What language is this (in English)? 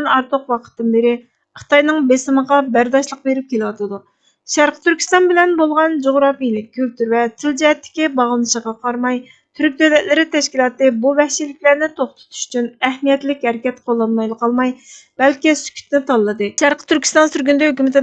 Uyghur